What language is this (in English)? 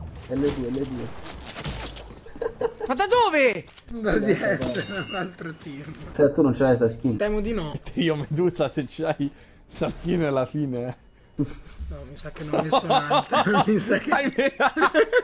Italian